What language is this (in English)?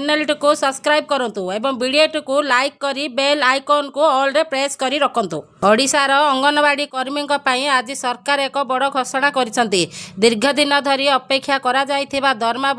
Odia